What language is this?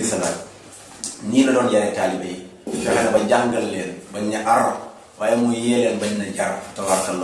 Wolof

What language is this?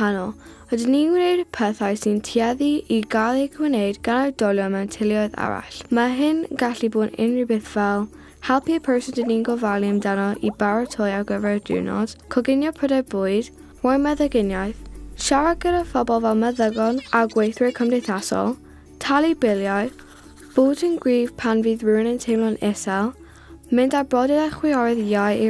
Welsh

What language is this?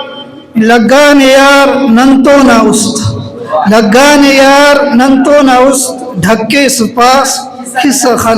Brahui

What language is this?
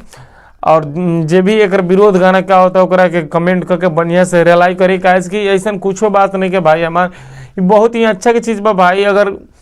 Bhojpuri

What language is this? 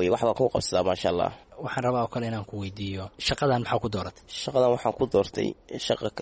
Somali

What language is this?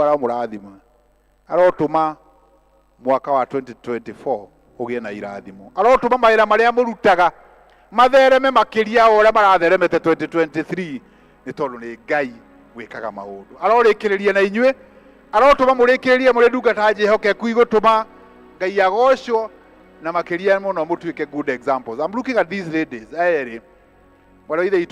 Kikuyu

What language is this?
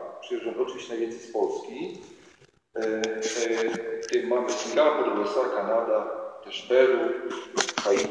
Polish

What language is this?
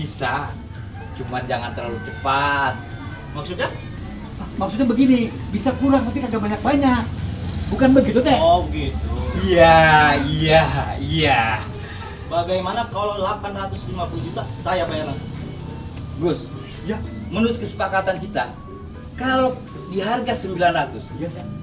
Betawi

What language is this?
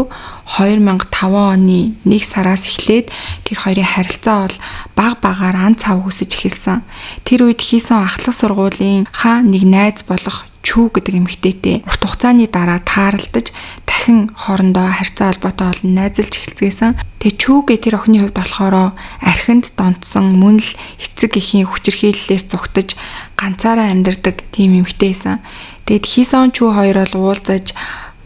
Mongolian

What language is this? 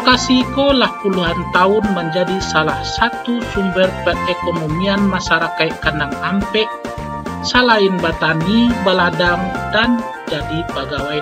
Minangkabau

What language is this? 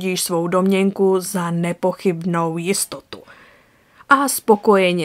Czech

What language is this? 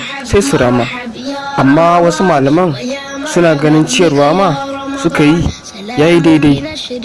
Hausa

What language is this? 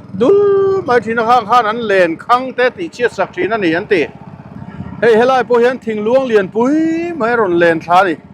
Mizo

